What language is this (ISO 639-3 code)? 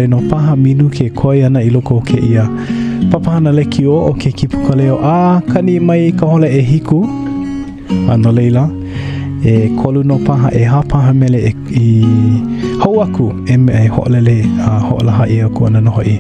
haw